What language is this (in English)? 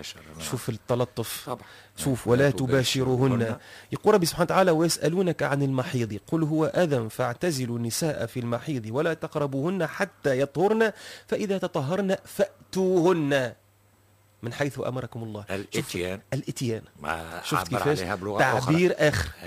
Tunisian Arabic